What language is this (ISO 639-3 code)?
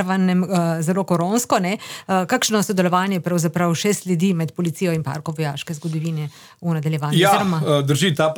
slv